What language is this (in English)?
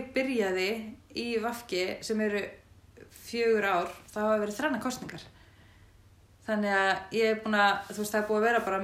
Icelandic